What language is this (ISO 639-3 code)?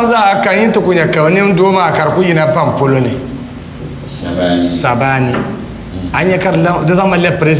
dag